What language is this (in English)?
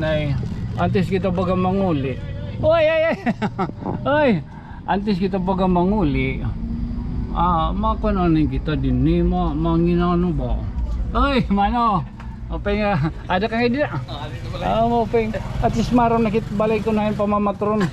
Waray